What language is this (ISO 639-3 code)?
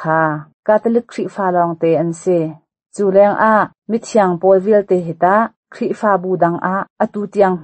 cnh